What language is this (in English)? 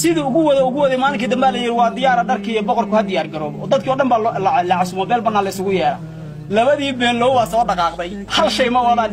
Somali